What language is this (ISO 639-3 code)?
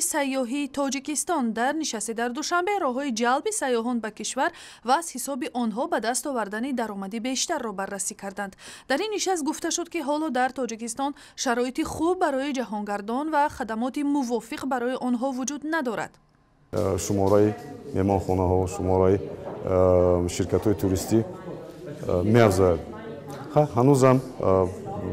tgk